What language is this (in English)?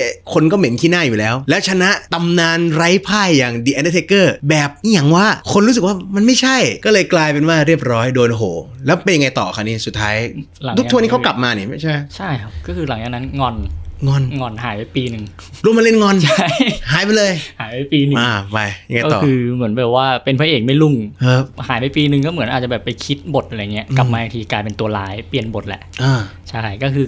Thai